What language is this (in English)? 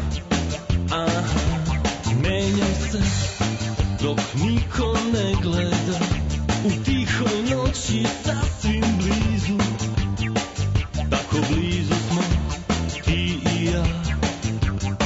Serbian